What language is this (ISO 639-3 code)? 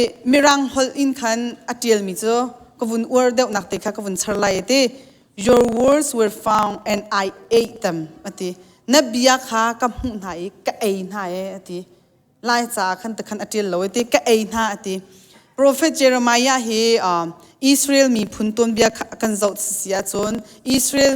cnh